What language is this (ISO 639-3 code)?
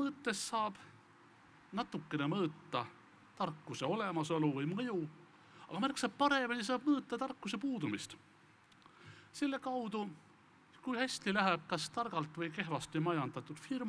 est